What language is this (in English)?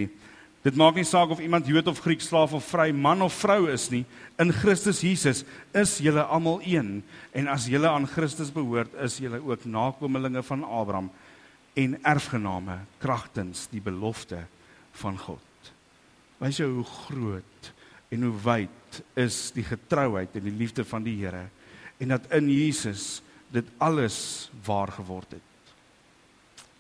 Afrikaans